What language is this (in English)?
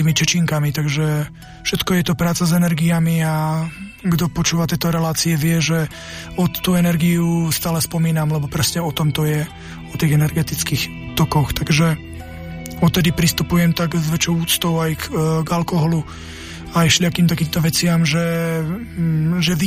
Slovak